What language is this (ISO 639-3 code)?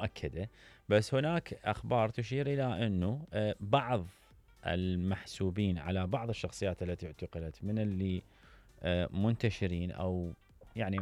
acm